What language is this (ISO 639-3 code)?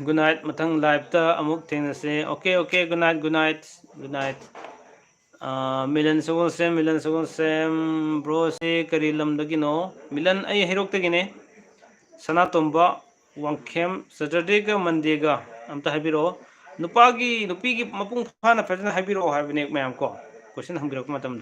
mni